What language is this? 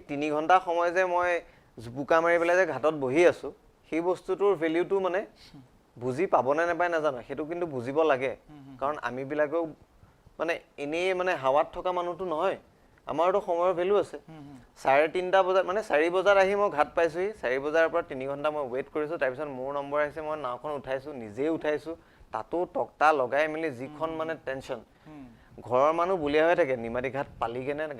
Assamese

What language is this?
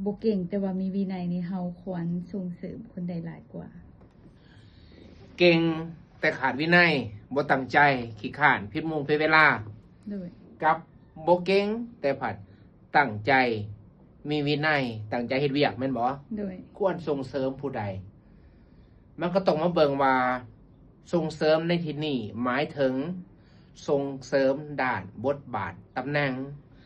Lao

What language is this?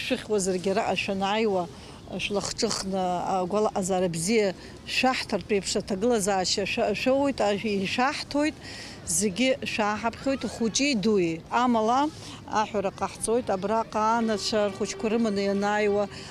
Abkhazian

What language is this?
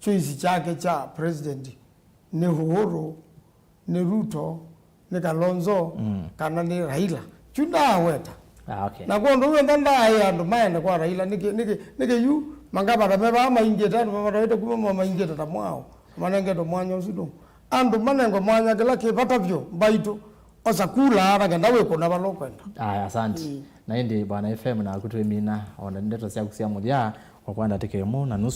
Kamba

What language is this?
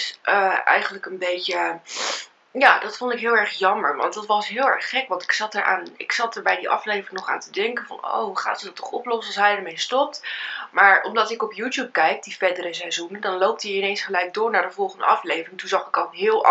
Dutch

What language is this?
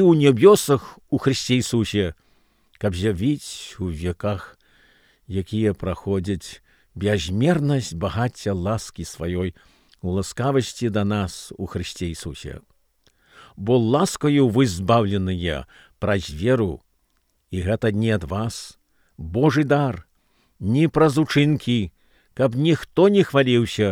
Belarusian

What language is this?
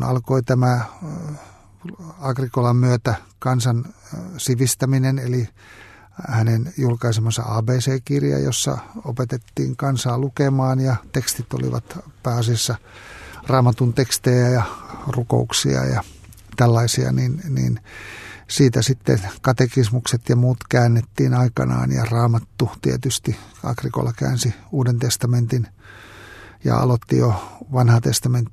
Finnish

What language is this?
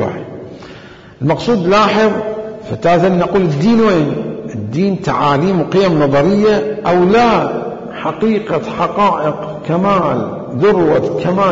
Mesopotamian Arabic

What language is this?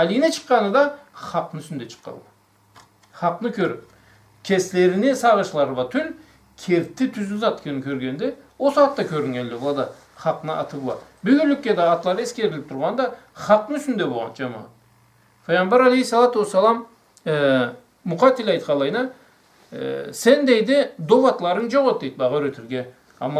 Karachay-Balkar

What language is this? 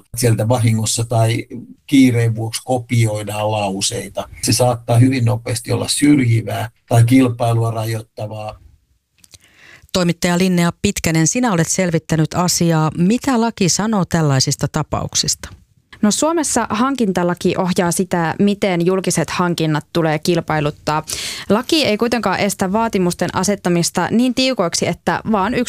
Finnish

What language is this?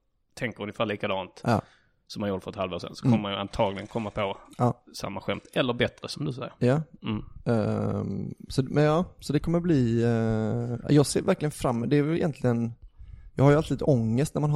Swedish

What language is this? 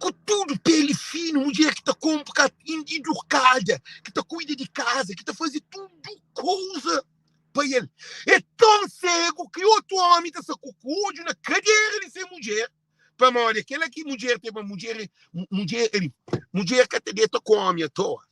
Kabuverdianu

